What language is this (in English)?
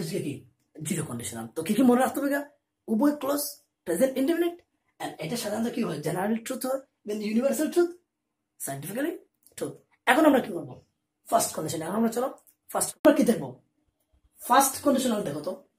Bangla